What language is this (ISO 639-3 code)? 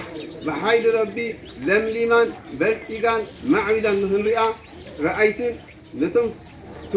tir